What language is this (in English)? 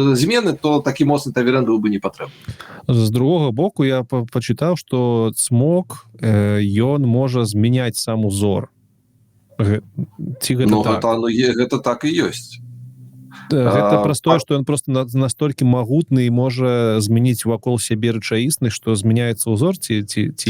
Belarusian